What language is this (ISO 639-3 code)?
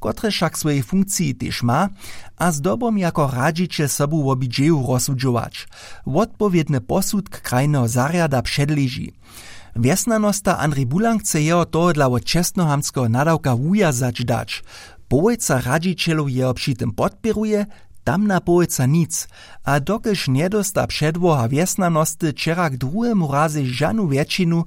hsb